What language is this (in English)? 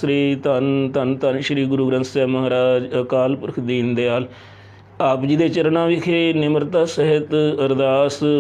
Punjabi